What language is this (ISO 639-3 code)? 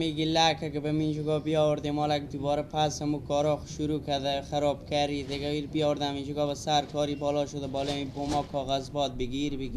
fas